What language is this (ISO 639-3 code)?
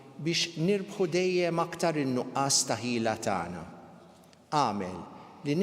mlt